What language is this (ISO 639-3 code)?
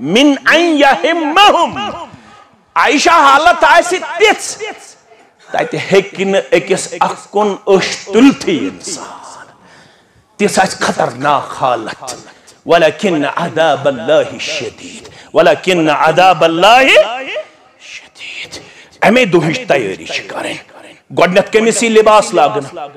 kas